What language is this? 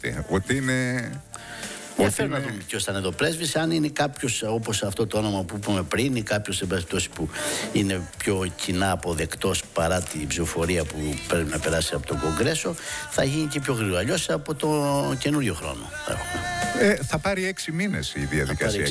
Greek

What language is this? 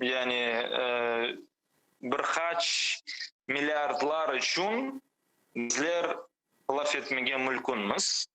Crimean Tatar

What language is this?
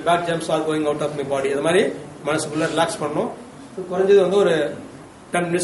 Tamil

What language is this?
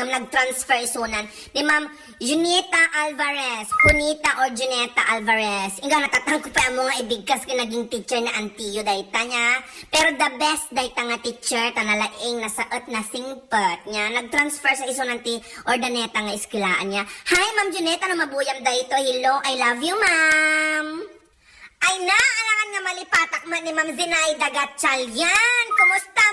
Iloko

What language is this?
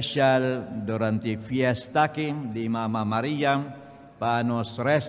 Papiamento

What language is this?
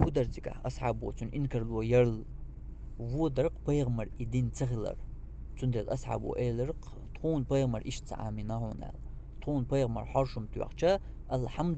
Chechen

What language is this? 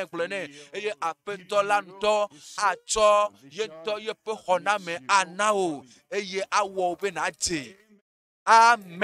Ewe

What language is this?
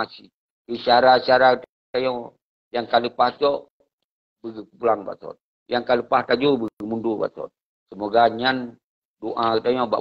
Achinese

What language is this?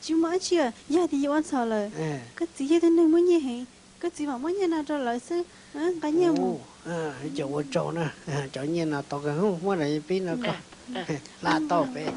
Hmong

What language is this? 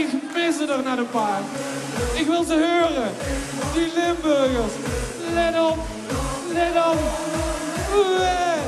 Limburgish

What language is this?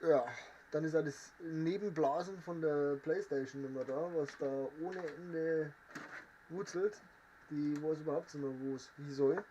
Bavarian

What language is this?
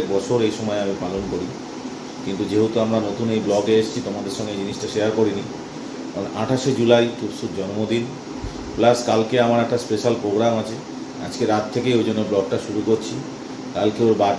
Bangla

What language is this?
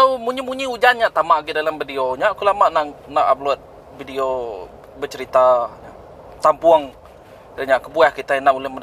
Iban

